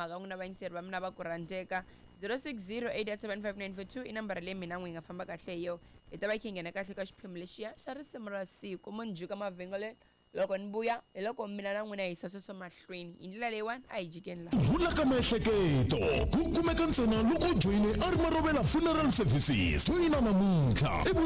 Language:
Tsonga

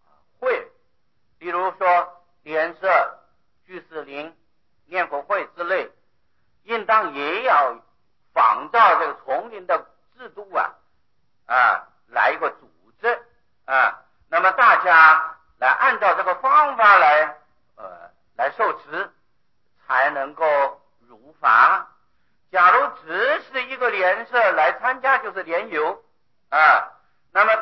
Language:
Chinese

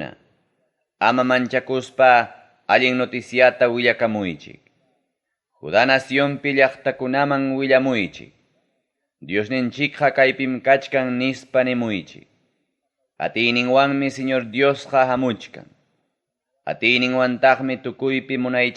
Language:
Ayacucho Quechua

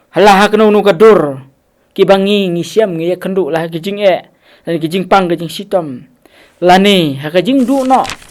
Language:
Khasi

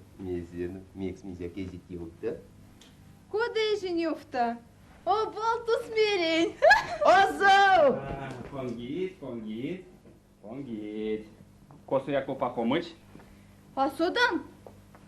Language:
Erzya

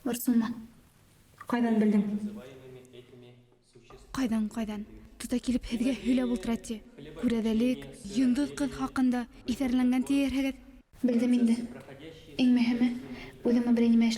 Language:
Bashkir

